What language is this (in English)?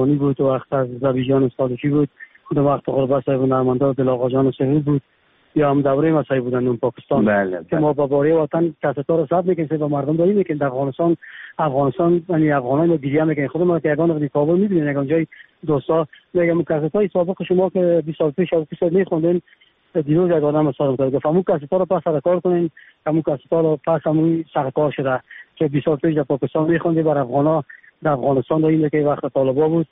Persian